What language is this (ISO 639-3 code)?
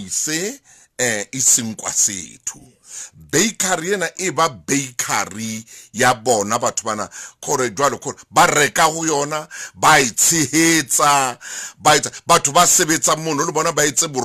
sot